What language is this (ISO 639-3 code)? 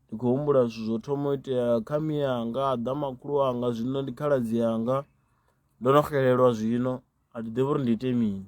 ven